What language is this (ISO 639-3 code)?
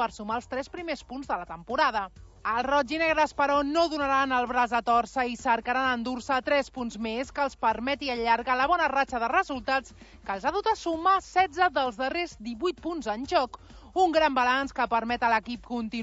cat